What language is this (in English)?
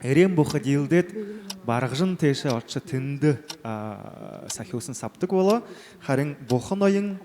Buriat